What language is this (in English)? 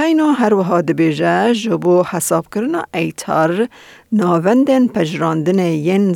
Kurdish